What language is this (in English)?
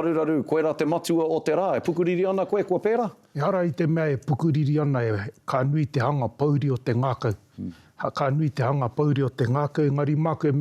Māori